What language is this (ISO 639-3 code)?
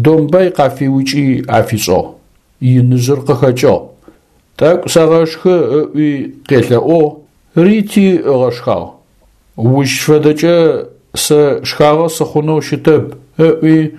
ady